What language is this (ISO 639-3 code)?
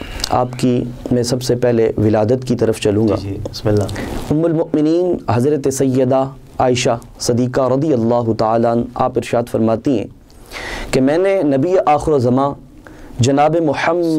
urd